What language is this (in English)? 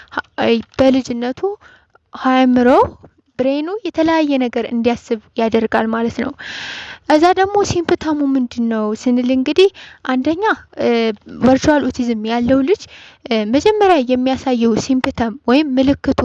Amharic